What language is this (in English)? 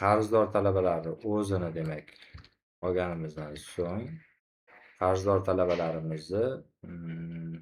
Uzbek